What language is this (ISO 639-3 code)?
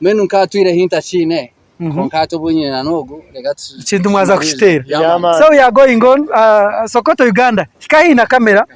nyn